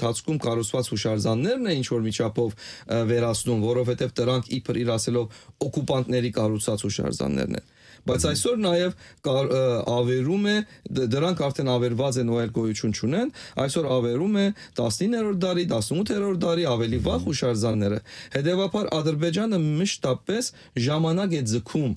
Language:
Armenian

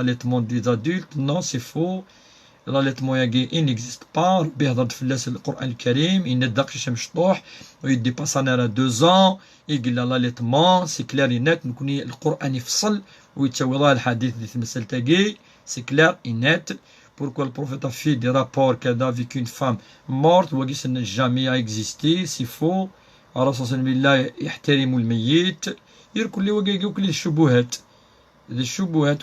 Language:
Kabyle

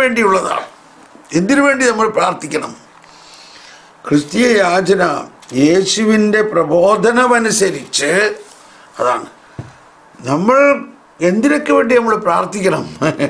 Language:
Malayalam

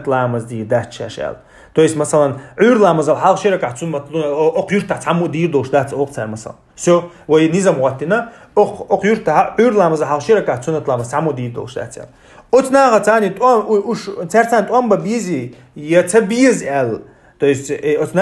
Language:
Chechen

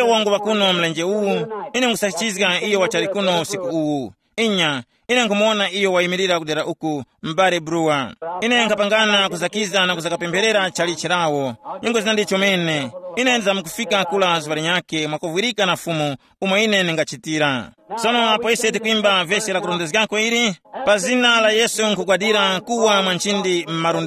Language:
Tumbuka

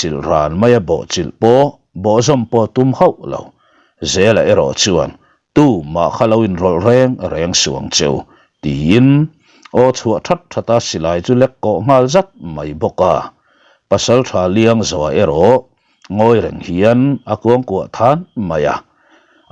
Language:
Mizo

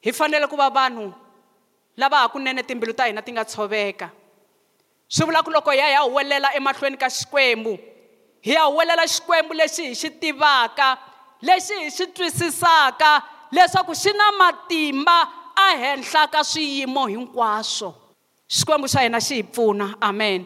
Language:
Tsonga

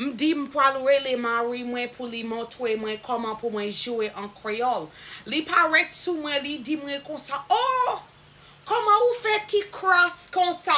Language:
Haitian Creole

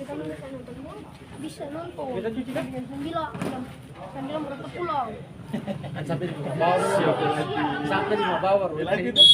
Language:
Ambonese Malay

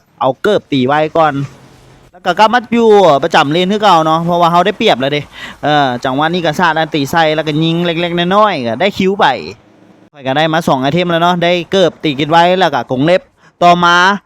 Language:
Lao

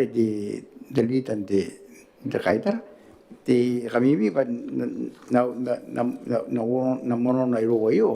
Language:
Gilbertese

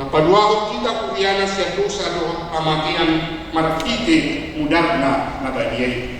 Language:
Batak Toba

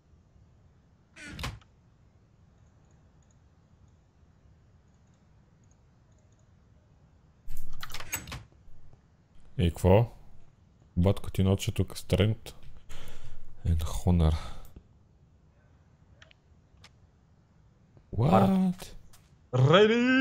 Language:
Bulgarian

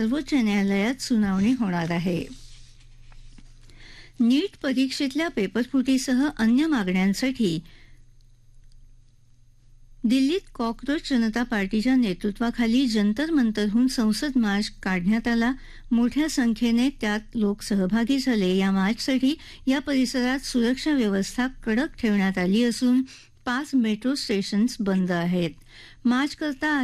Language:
Marathi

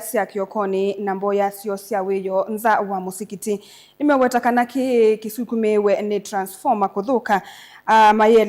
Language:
Kamba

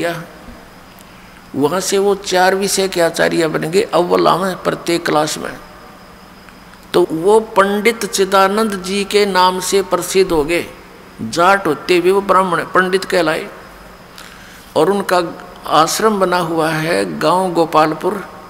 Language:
Hindi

